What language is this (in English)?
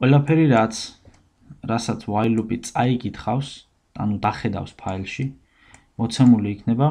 Georgian